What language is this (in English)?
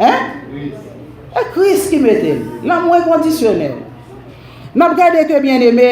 Haitian Creole